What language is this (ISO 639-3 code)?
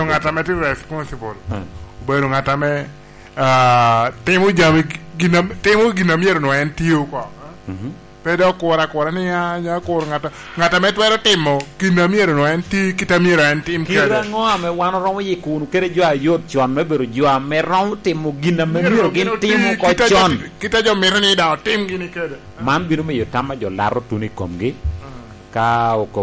laj